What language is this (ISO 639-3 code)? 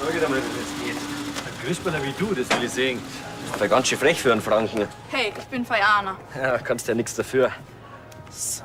bar